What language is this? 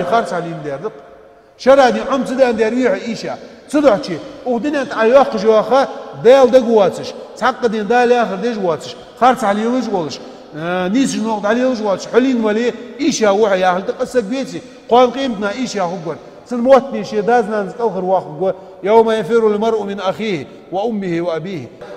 Ingush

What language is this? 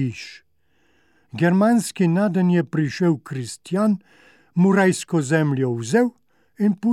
Slovenian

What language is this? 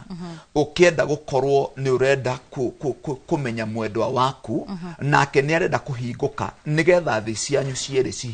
Kikuyu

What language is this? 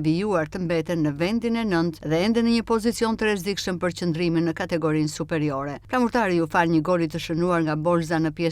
Albanian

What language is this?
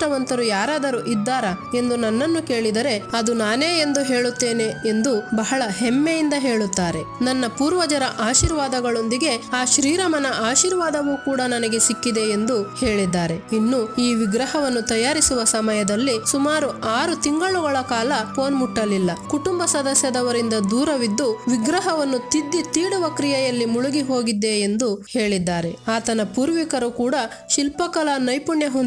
Kannada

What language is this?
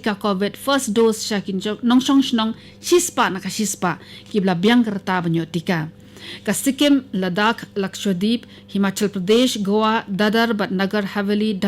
Khasi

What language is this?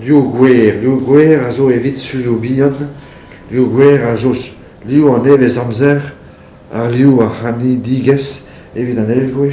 Breton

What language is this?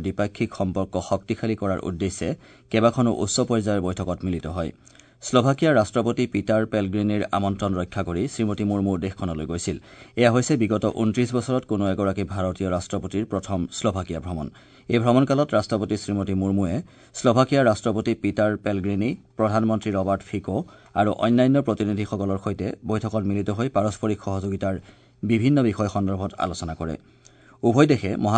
Assamese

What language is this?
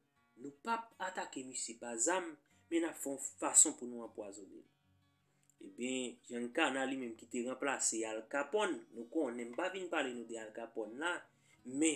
Haitian Creole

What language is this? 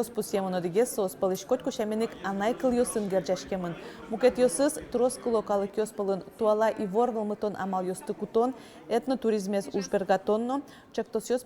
Udmurt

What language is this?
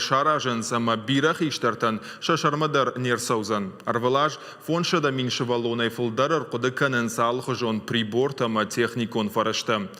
Ossetic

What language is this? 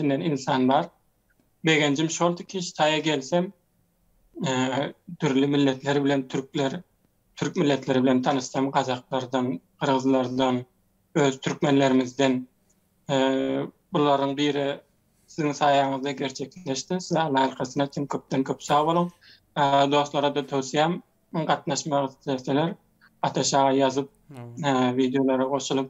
Turkmen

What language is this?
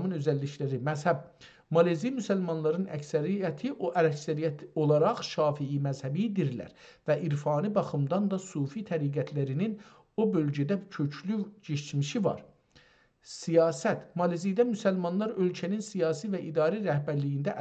South Azerbaijani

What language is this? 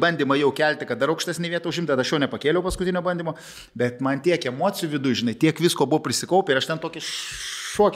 Lithuanian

